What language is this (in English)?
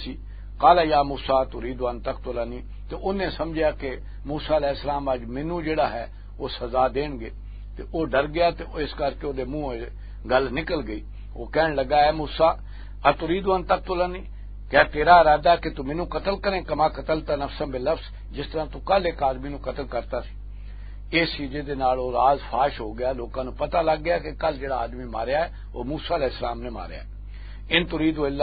Western Panjabi